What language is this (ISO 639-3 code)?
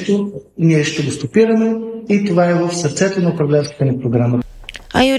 bul